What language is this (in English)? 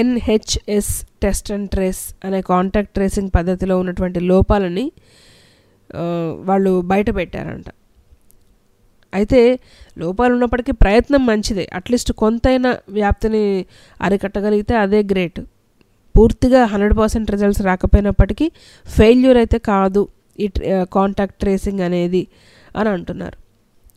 Telugu